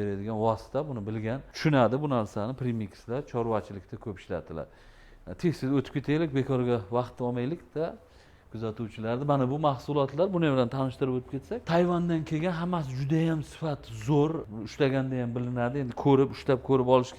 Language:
Uzbek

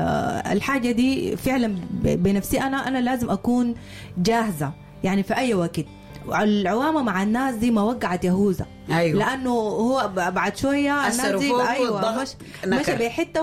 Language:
Sudanese Arabic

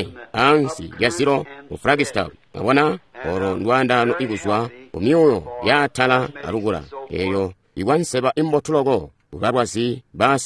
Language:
Tonga (Zambia)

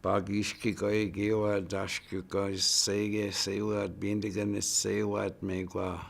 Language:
Chippewa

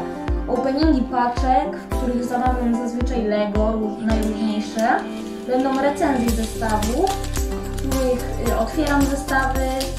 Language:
Polish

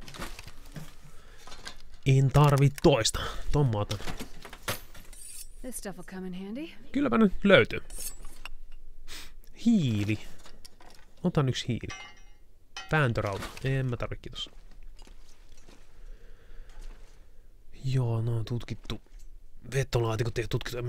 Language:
Finnish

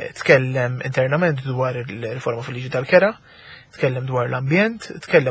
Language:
Maltese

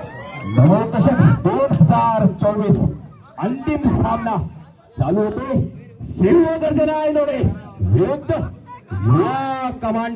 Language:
Marathi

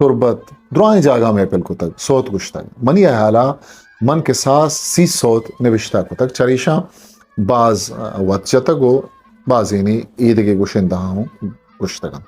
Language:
Eastern Balochi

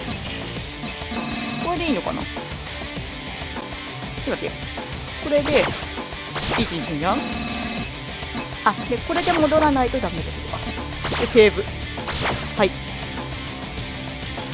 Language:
Japanese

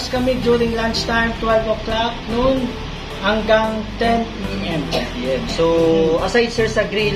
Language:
Bikol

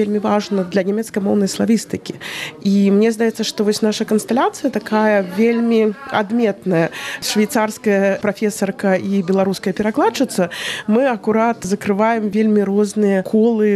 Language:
Belarusian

